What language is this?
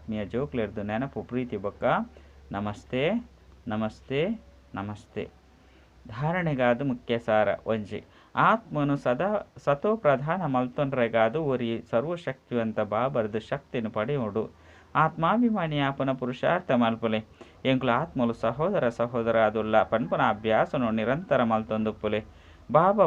Tulu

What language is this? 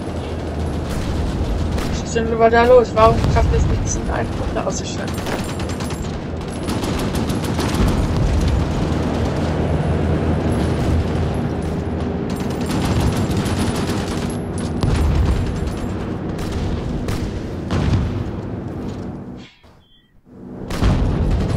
German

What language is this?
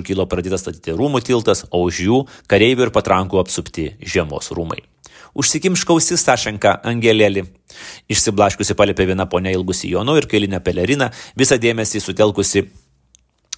Lithuanian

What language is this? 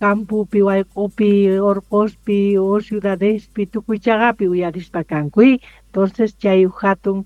South Bolivian Quechua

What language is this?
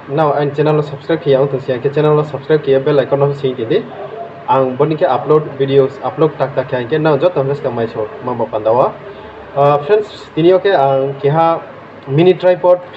Riang (India)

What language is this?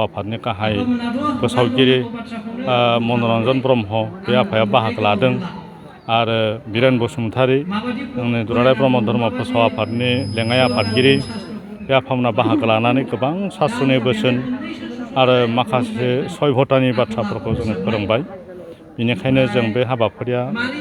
Bodo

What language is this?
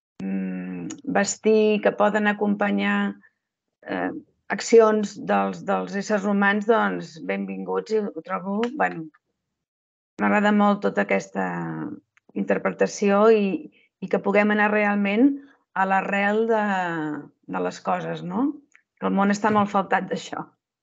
Catalan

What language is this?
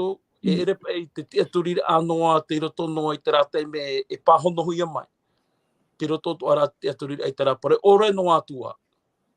Tahitian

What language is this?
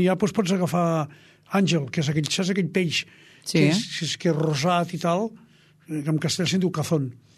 Catalan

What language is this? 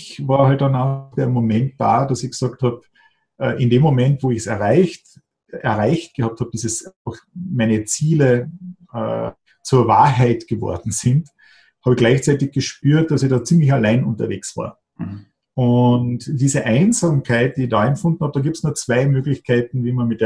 German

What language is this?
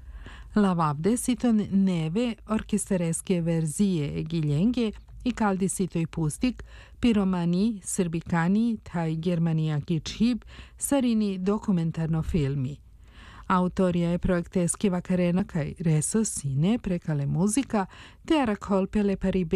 Serbian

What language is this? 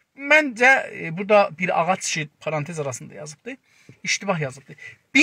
South Azerbaijani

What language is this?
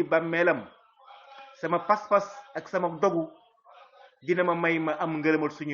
Wolof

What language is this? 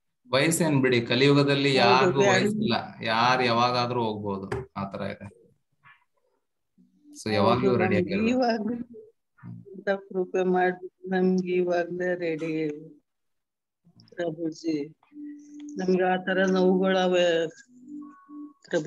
Kannada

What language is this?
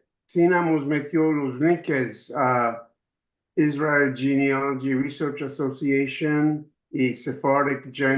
Ladino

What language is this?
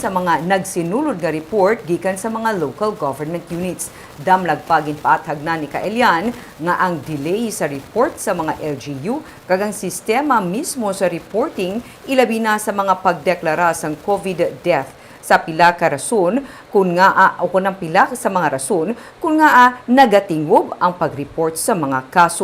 Hiligaynon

